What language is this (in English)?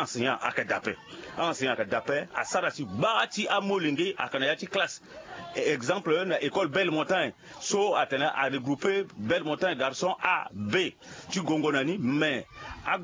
Sango